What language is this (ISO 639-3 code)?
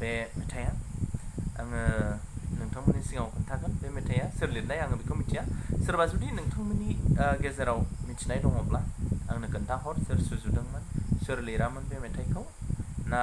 brx